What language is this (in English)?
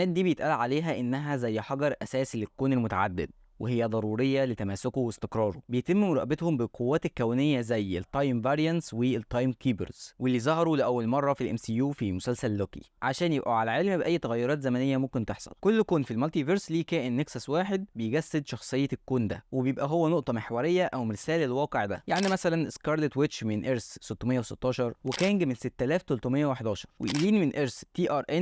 Egyptian Arabic